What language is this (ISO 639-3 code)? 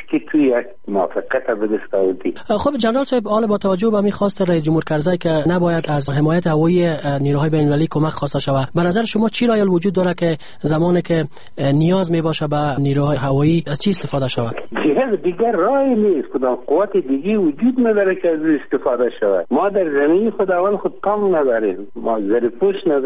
fas